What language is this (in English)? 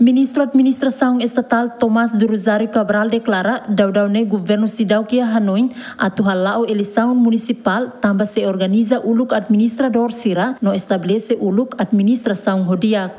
Tetum